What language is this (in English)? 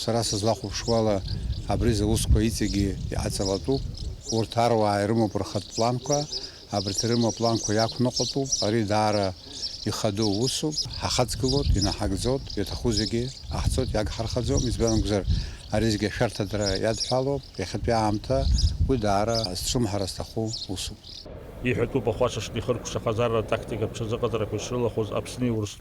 Abkhazian